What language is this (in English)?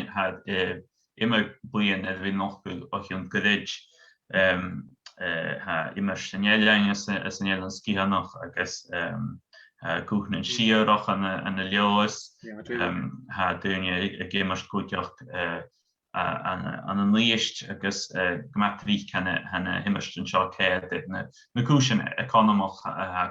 Scottish Gaelic